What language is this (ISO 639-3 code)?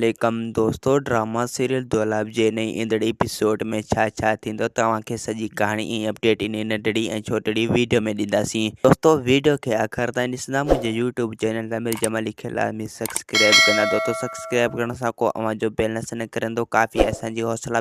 snd